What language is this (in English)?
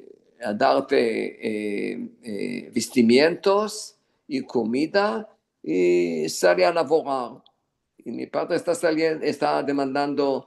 Ladino